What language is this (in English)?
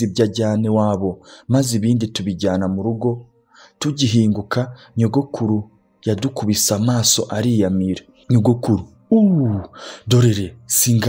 Kinyarwanda